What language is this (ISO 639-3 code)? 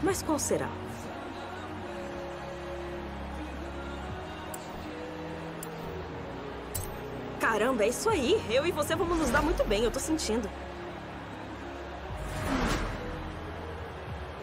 por